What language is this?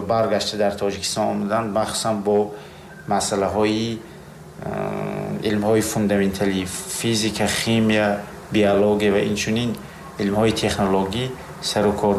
Tajik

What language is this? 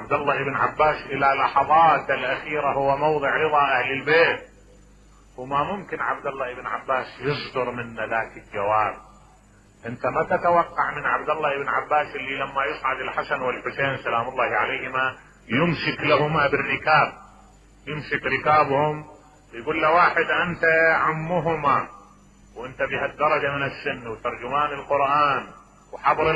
Mesopotamian Arabic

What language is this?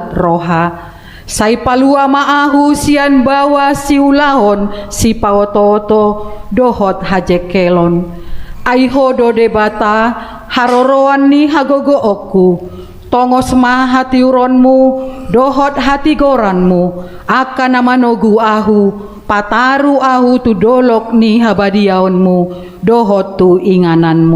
Batak Toba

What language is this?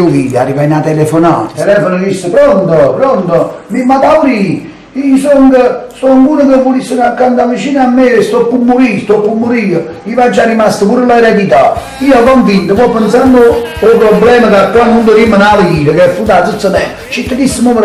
Neapolitan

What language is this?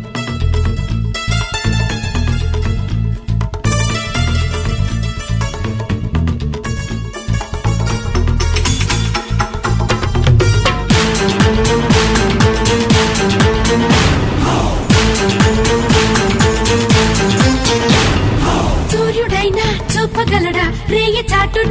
Telugu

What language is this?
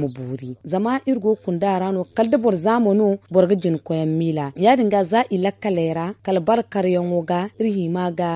Zarma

